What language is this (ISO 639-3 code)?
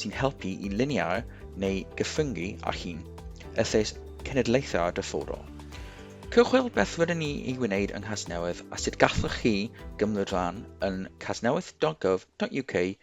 cym